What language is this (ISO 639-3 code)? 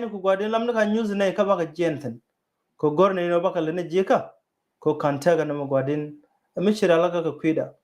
nus